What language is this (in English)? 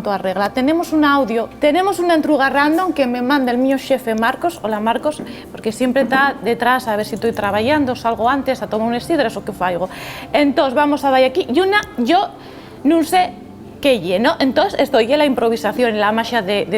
Asturian